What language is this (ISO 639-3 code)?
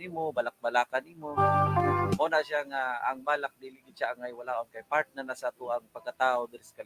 ceb